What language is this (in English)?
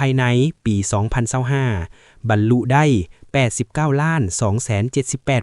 Lao